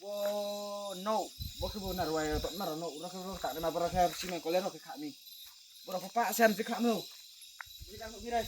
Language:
Riang (India)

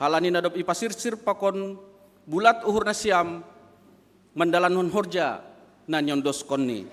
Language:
Batak Simalungun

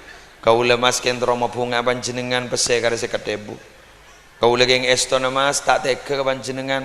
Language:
Madurese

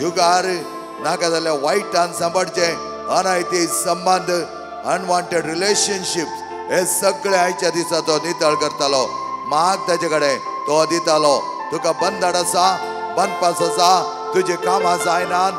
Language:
Konkani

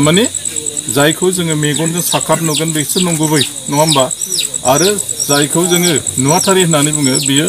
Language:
Bodo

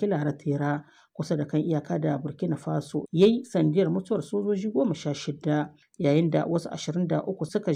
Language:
Hausa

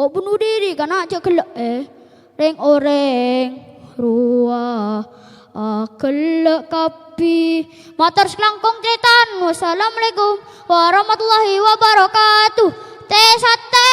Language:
Madurese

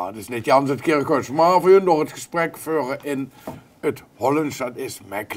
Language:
Limburgish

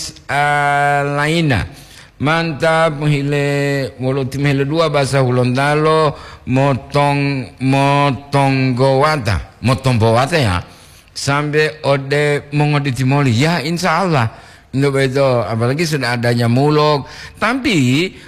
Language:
Gorontalo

